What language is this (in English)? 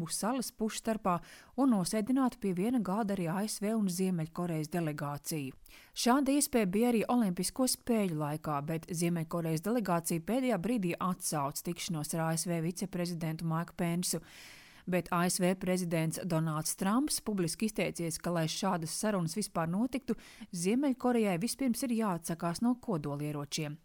Latvian